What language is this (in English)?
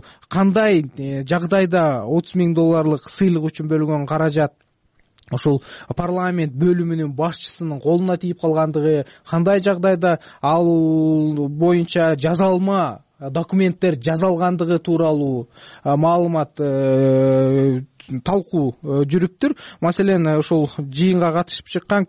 Kyrgyz